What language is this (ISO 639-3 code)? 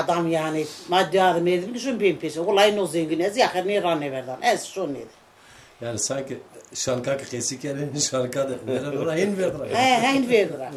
zza